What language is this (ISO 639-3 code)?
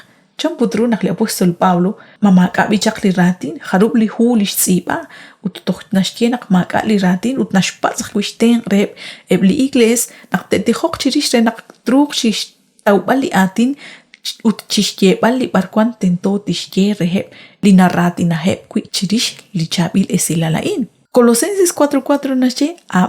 kek